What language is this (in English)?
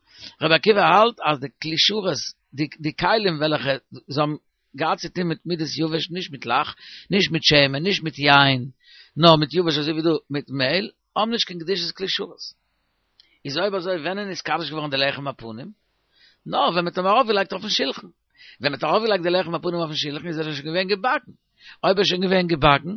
Yiddish